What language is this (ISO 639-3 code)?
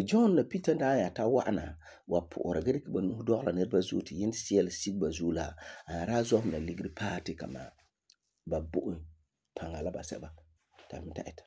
gur